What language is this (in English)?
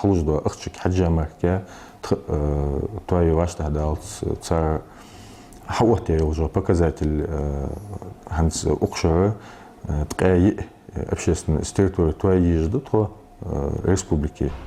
Ingush